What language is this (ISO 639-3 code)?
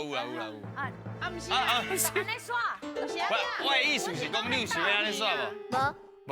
nan